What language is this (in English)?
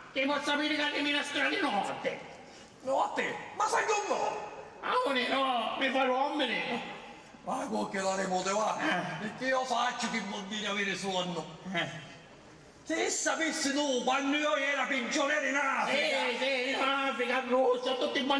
Sicilian